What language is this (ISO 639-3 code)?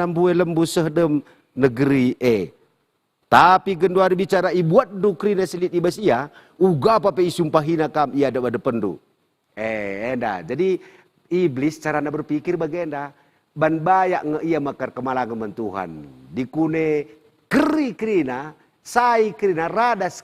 btx